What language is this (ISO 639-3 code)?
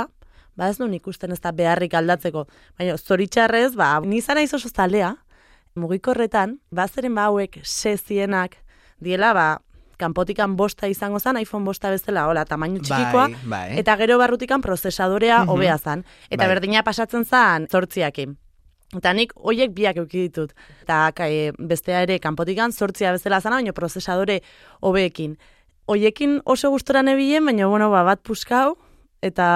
eus